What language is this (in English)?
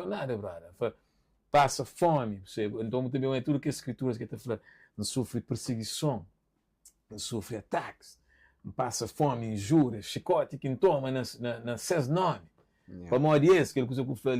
Kabuverdianu